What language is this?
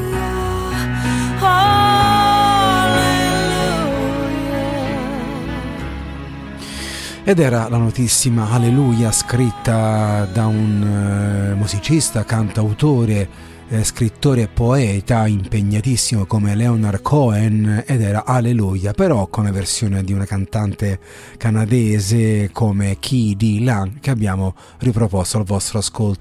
Italian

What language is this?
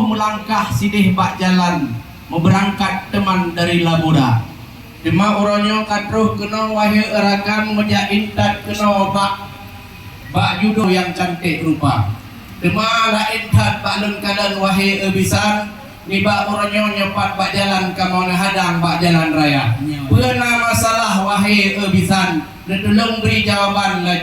Achinese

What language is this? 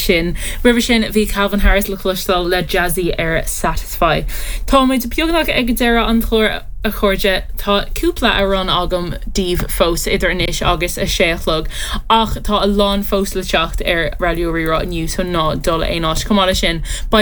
Irish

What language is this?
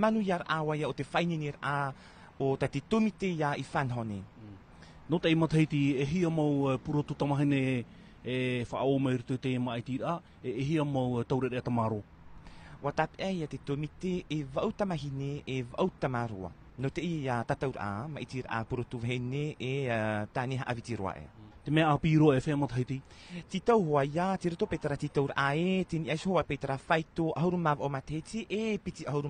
Tahitian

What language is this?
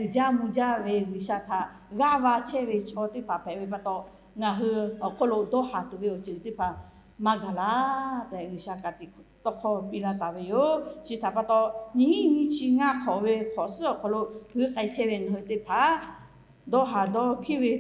Lahu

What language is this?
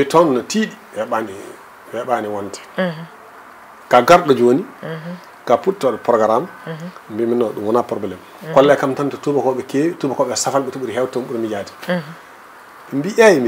Fula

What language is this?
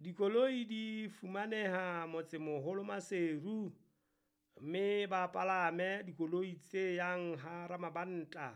Southern Sotho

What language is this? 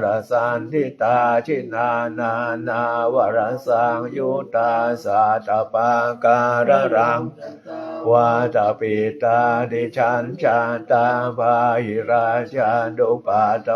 Pali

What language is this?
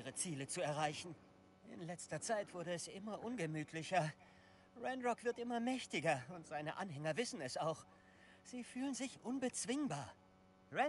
German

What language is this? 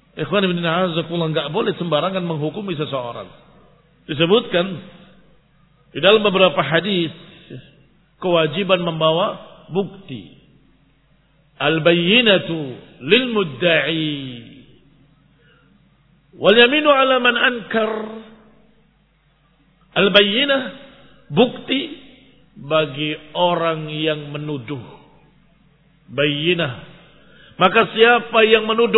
Indonesian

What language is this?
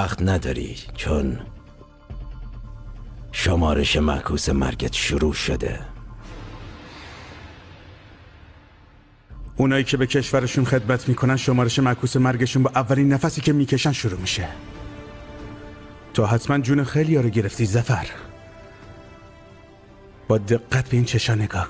Persian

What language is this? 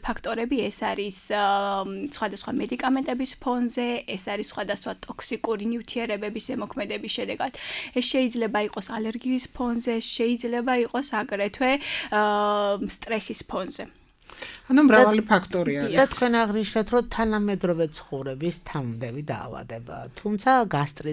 Georgian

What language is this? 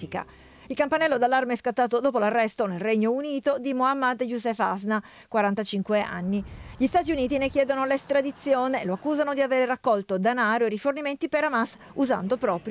Italian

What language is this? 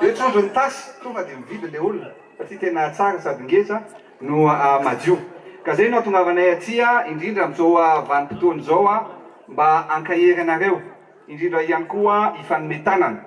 Malagasy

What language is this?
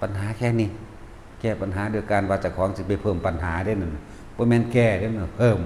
Northeastern Thai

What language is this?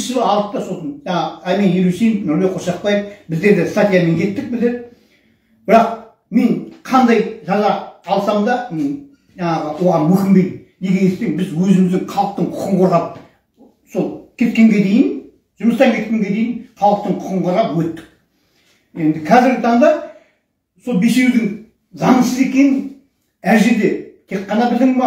Kazakh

